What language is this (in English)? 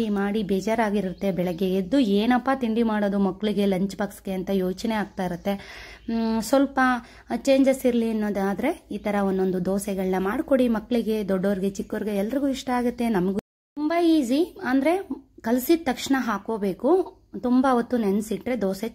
Kannada